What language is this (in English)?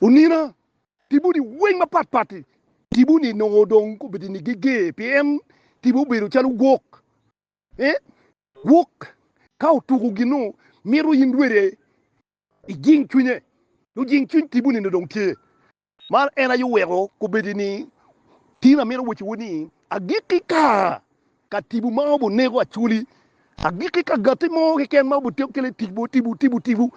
Acoli